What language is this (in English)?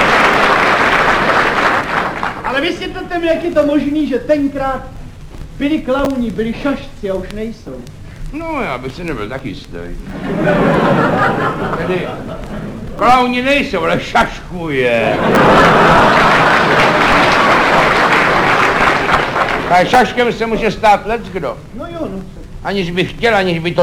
Czech